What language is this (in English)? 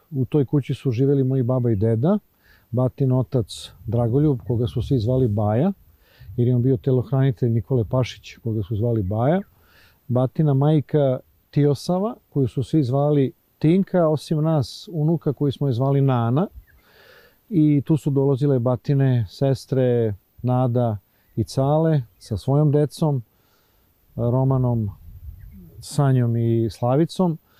Serbian